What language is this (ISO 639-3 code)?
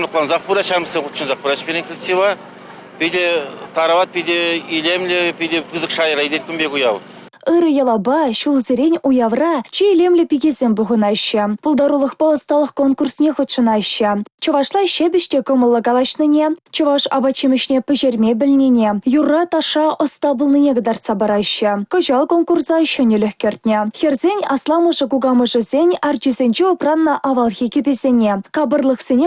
chv